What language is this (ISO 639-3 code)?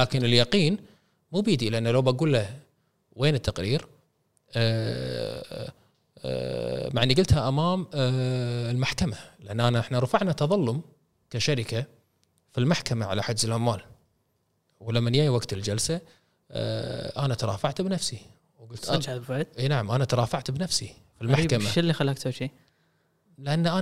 afb